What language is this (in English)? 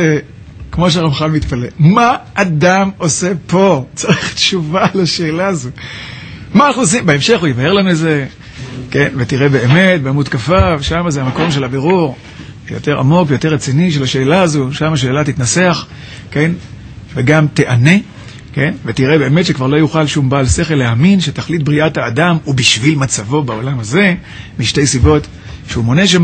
Hebrew